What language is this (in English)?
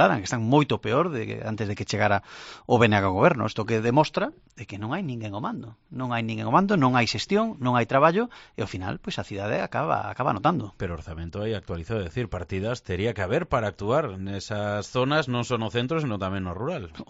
Galician